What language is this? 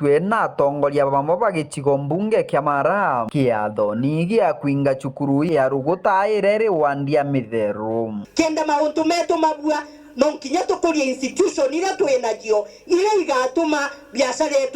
Meru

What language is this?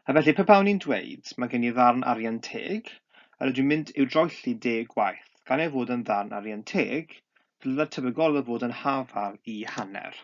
Welsh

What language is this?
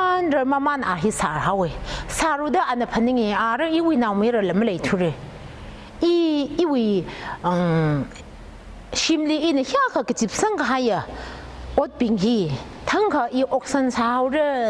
Tangkhul Naga (India)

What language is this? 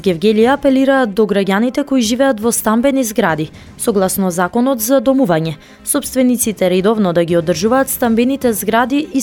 Macedonian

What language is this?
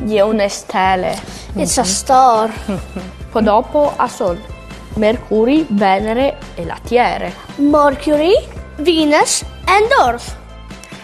Friulian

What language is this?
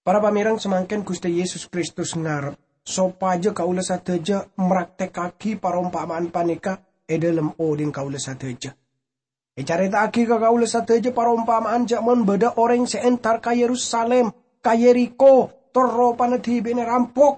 Madurese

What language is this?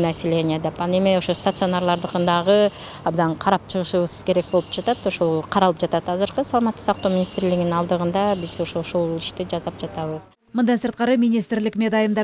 Kyrgyz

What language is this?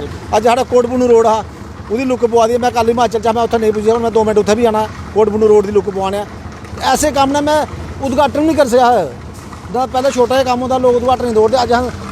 Dogri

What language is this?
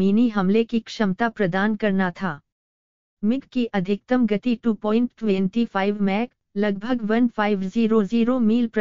Hindi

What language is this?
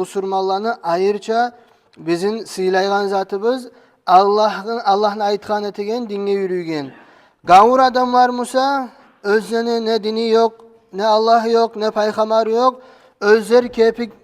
Kumyk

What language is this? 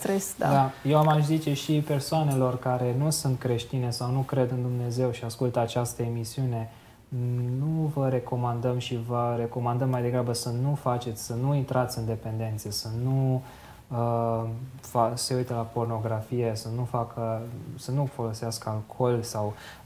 Romanian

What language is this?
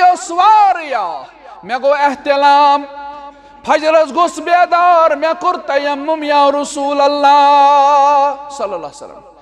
Kashmiri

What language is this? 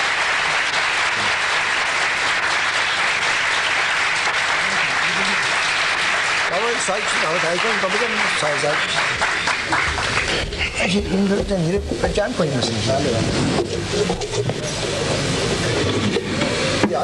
Persian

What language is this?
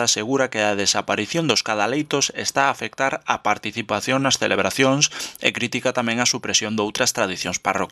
Galician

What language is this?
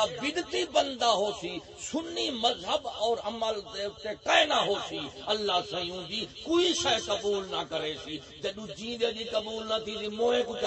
Saraiki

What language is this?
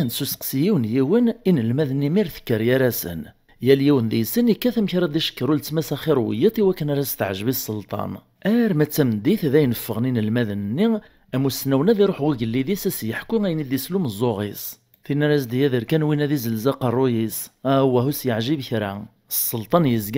Kabyle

